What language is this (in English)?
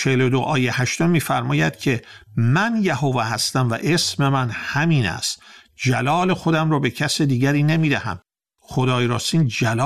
Persian